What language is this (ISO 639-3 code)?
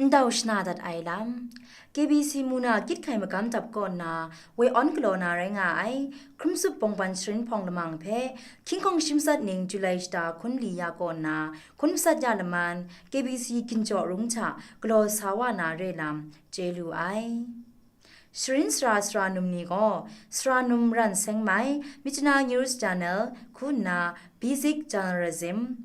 kac